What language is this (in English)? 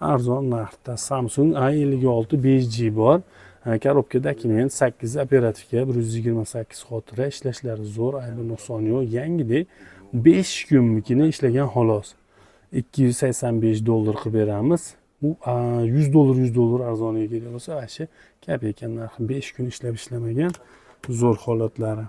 Uzbek